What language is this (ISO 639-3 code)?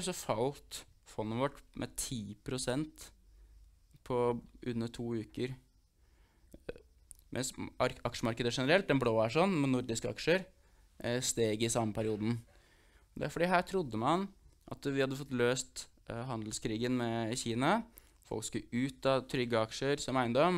nor